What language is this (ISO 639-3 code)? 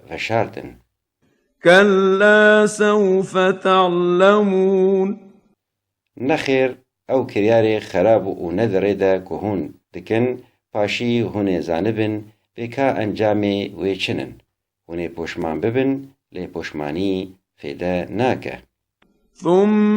kur